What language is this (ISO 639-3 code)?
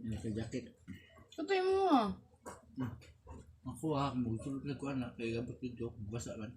ceb